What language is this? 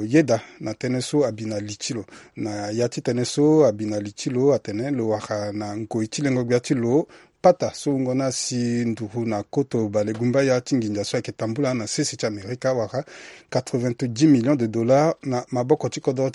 Sango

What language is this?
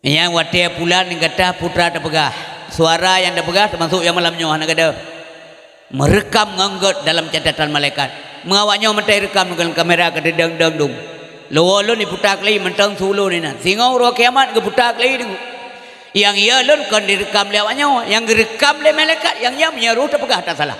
Achinese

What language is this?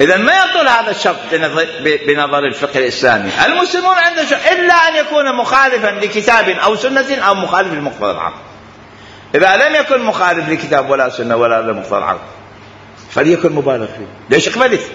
Mesopotamian Arabic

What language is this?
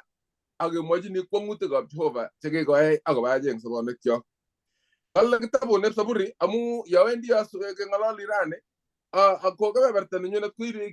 Kalenjin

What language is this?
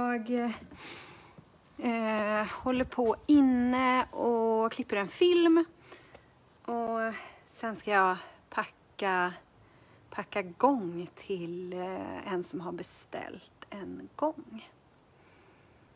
Swedish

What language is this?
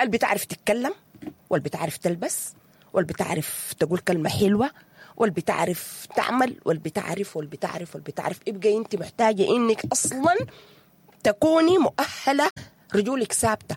Sudanese Arabic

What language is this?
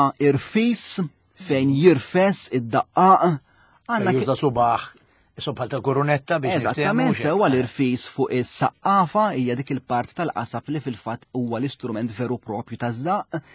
Maltese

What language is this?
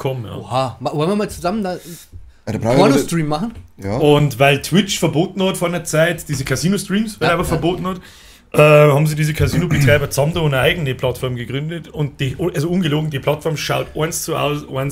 Bavarian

